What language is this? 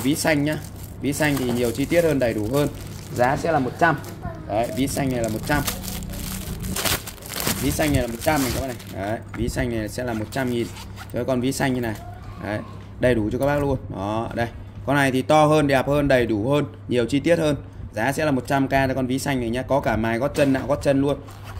Vietnamese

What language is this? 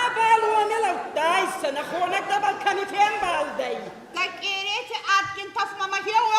Ossetic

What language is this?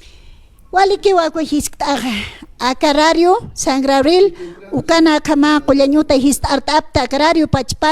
Aymara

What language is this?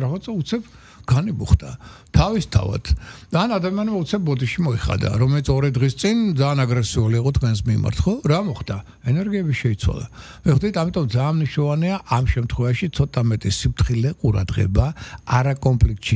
Georgian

